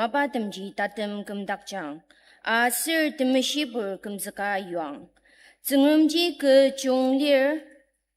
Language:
Ao Naga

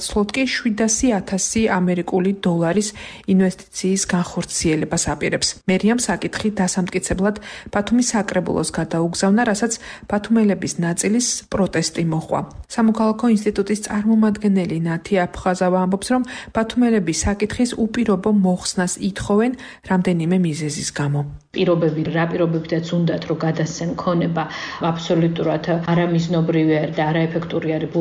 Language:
Georgian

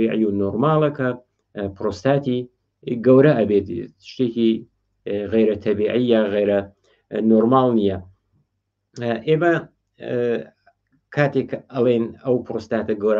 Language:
Central Kurdish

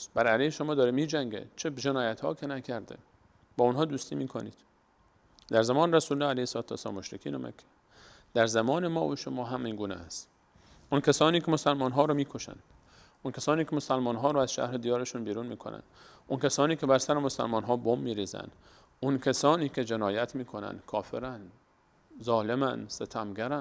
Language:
Persian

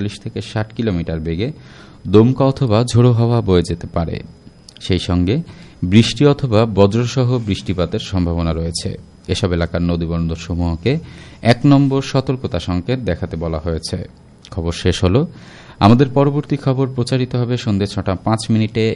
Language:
Bangla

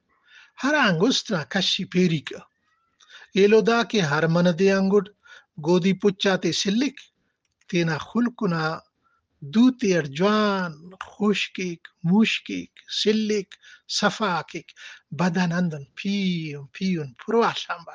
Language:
Brahui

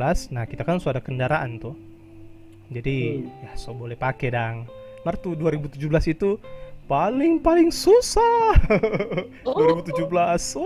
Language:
Manado Malay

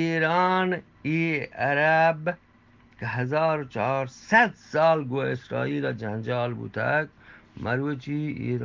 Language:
Eastern Balochi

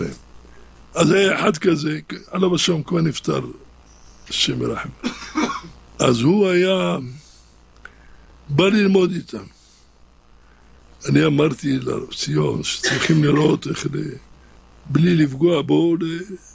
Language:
Hebrew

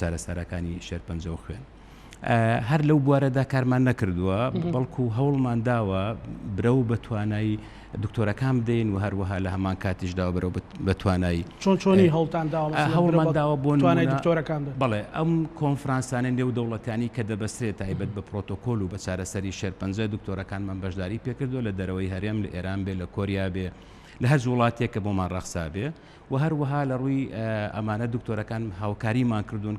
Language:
Central Kurdish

